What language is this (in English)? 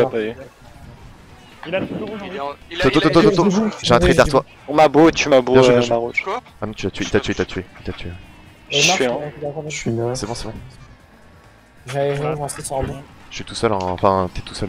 French